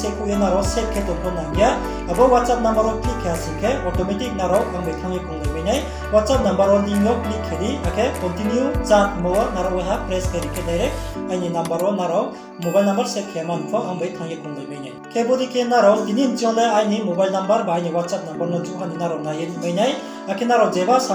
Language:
Riang (India)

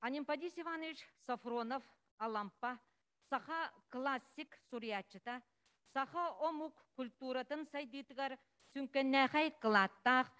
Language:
Yakut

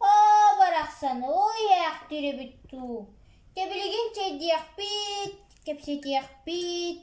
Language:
Yakut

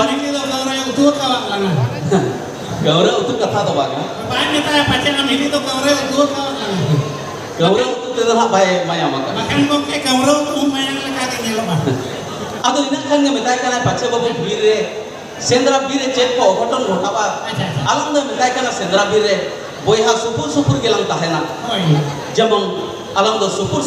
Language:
Santali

